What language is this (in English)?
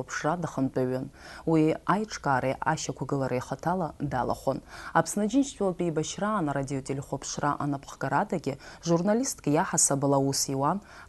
Abkhazian